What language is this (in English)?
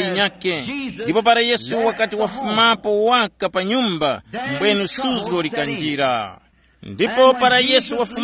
Tumbuka